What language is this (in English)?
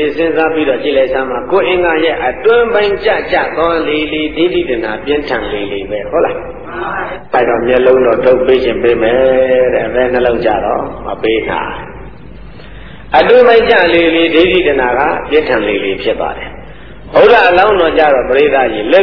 Burmese